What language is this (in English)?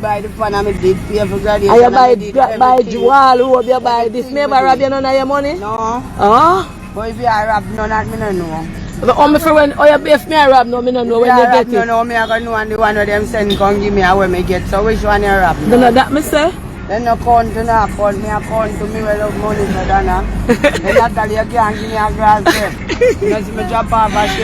Jamaican Creole English